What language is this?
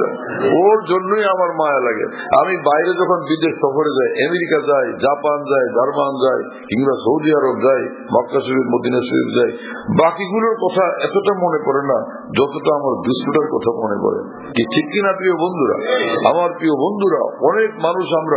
Bangla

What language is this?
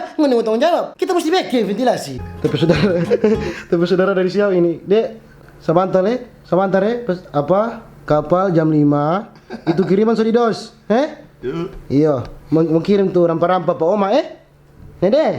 Manado Malay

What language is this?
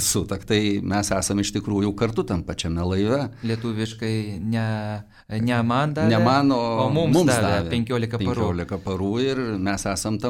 Lithuanian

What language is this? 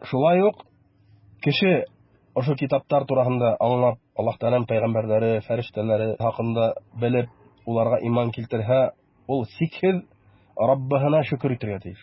Bashkir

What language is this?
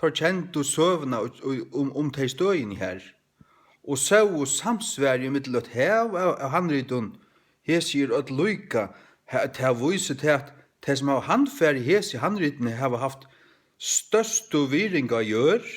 Faroese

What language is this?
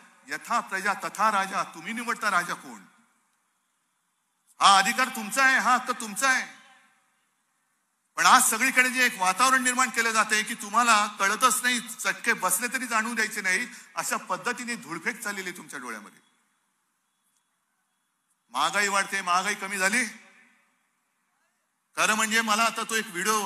Marathi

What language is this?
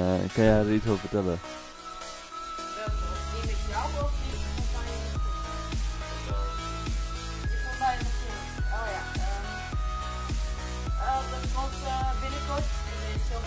Dutch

